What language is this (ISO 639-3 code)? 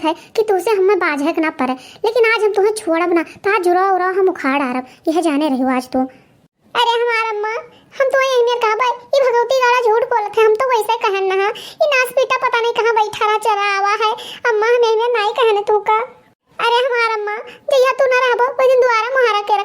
awa